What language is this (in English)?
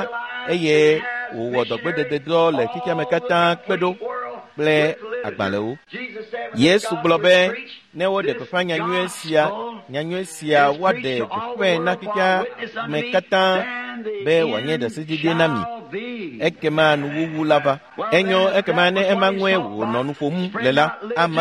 Ewe